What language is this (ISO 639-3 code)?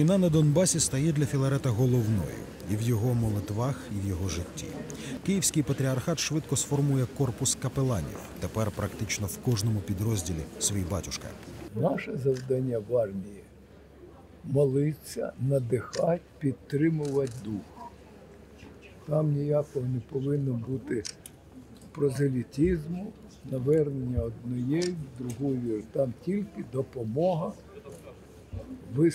ukr